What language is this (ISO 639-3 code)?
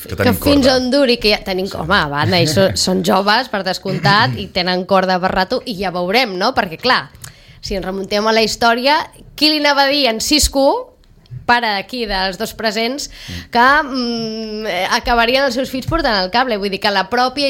cat